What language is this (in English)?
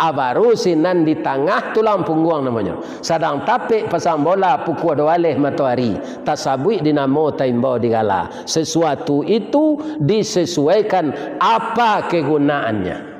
Minangkabau